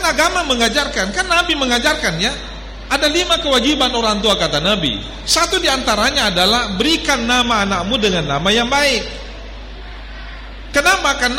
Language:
Indonesian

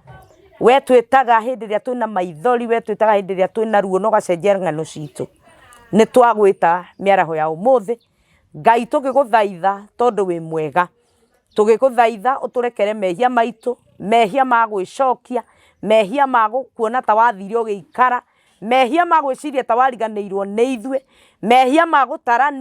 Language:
Kikuyu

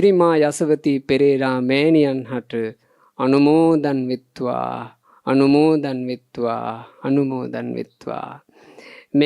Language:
Sinhala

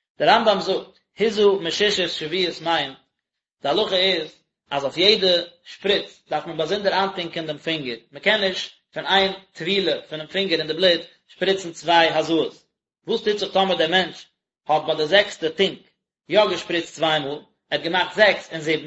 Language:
Yiddish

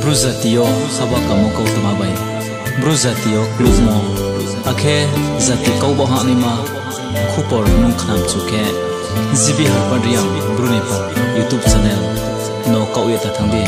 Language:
Riang (India)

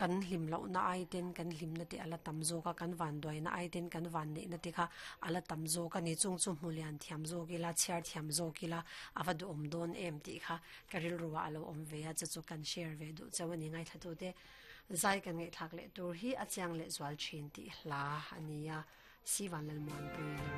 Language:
Mizo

